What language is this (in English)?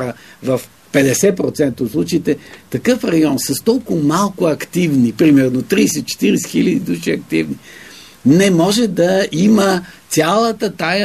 Bulgarian